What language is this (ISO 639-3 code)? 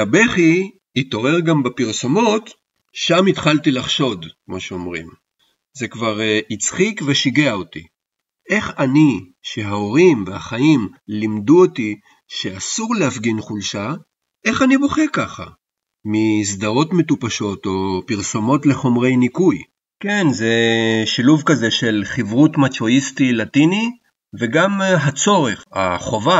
heb